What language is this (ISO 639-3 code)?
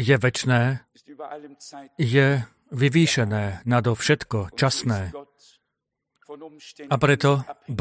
slk